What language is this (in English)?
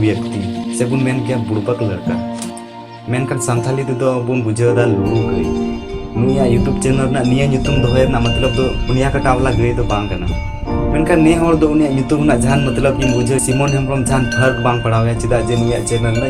Santali